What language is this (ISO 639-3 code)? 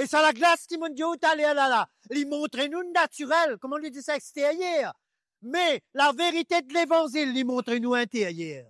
mfe